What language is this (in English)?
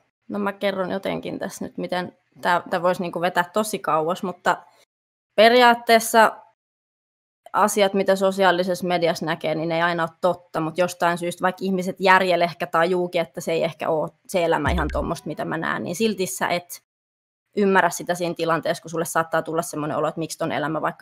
Finnish